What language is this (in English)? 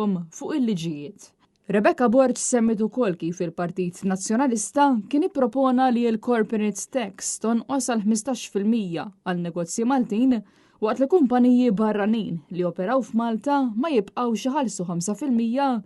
Maltese